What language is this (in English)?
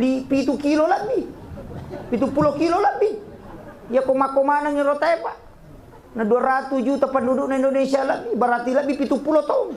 Buginese